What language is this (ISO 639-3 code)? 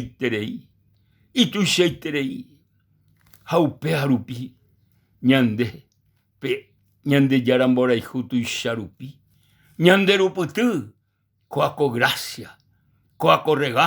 grn